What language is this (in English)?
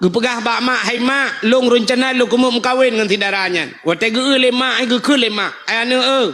Achinese